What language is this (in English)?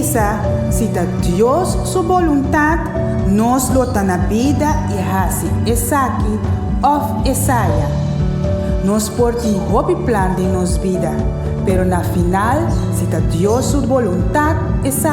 Papiamento